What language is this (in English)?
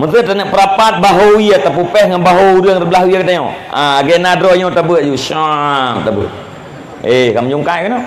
Achinese